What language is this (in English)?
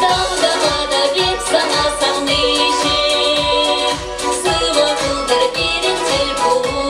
Chuvash